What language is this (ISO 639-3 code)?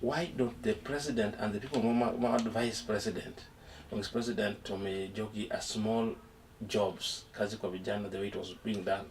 luo